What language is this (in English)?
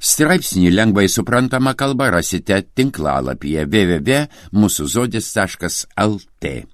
Lithuanian